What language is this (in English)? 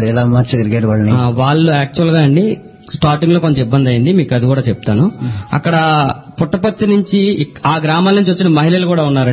Telugu